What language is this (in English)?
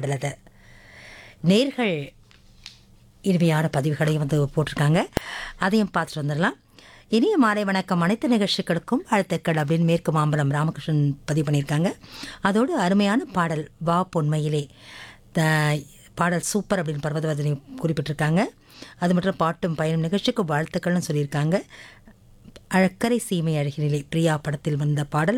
Tamil